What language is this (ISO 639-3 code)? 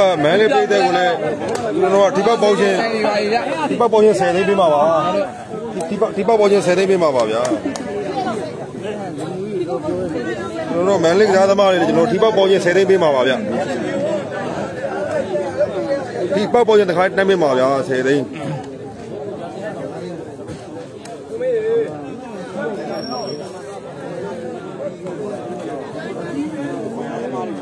mya